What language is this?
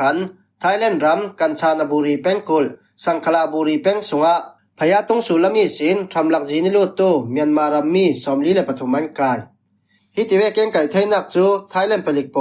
Falam Chin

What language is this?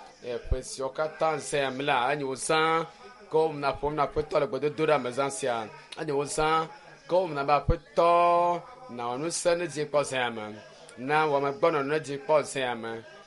Ewe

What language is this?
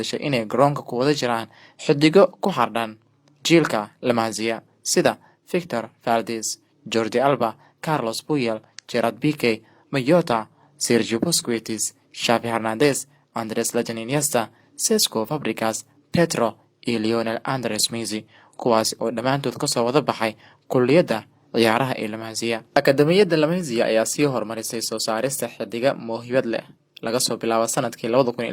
Somali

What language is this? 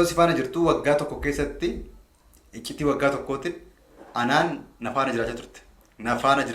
Oromo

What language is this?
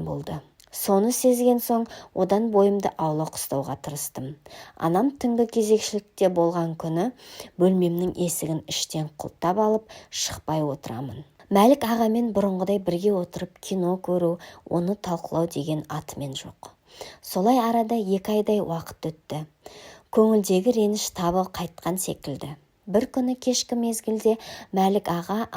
Kazakh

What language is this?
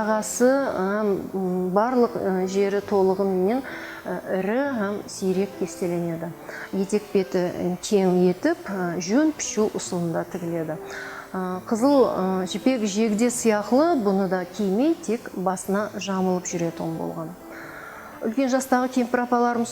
Kara-Kalpak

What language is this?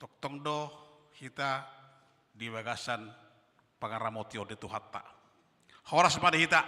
Batak Toba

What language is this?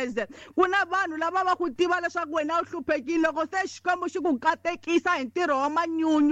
Tsonga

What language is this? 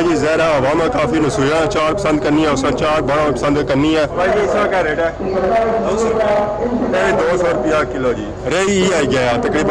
Pahari-Potwari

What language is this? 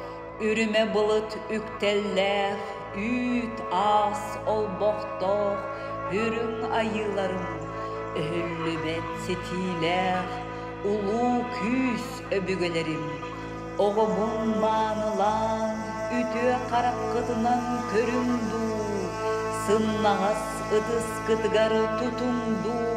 Yakut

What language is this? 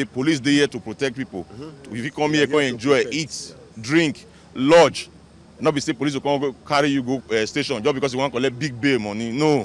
Nigerian Pidgin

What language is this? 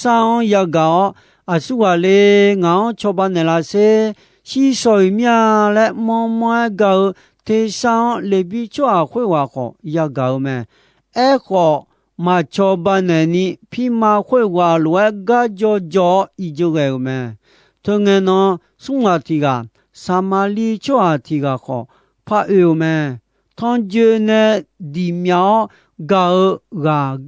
Akha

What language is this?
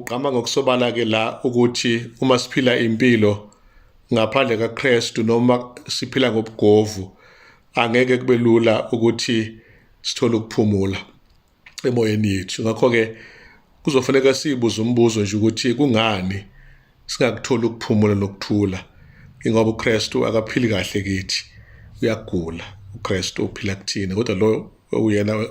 Zulu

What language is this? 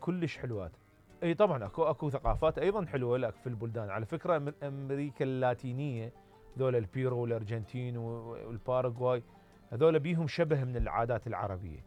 Mesopotamian Arabic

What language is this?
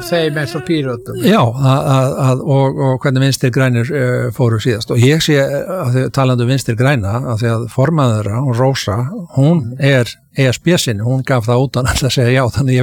Icelandic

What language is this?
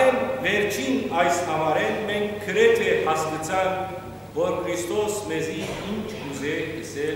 Western Armenian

